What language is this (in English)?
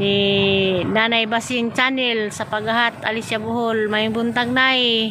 Cebuano